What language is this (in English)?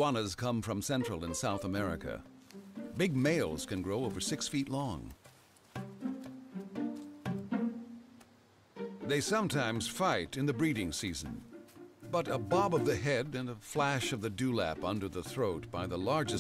English